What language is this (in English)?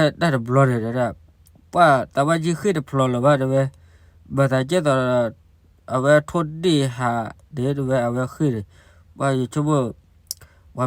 S'gaw Karen